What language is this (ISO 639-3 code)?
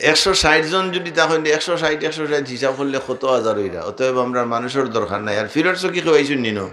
syl